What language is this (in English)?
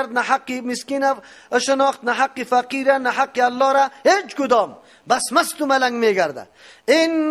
Persian